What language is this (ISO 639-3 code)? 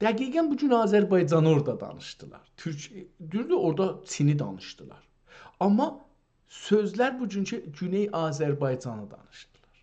azb